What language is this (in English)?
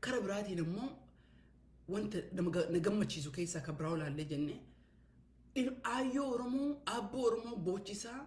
Oromo